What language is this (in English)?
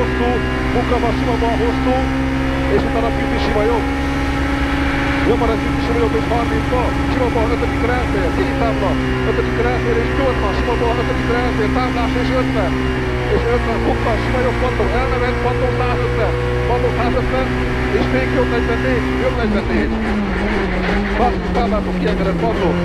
Hungarian